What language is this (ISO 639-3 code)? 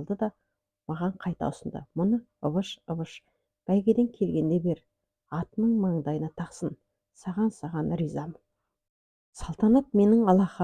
kaz